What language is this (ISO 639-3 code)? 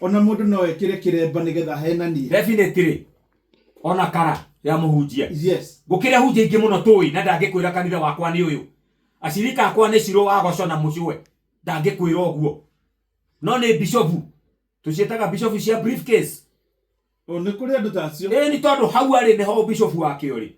kik